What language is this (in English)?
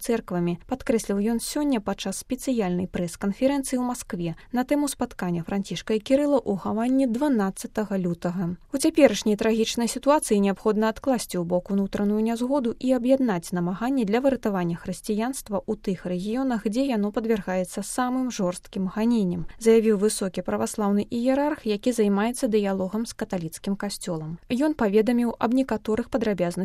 Belarusian